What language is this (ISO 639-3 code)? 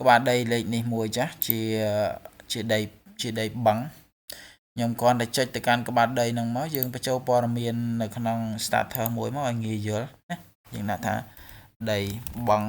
khm